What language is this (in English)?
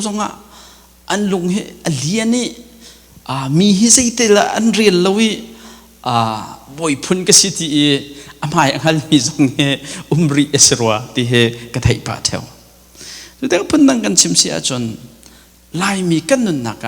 Hakha Chin